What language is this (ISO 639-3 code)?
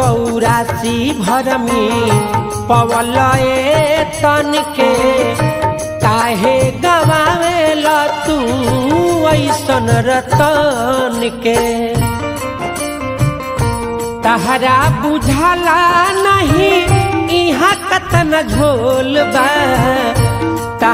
bho